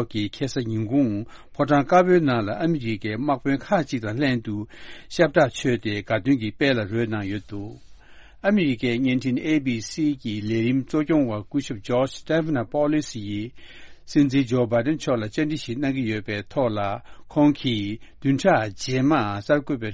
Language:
Tibetan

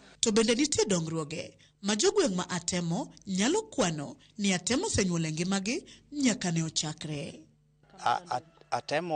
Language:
Luo (Kenya and Tanzania)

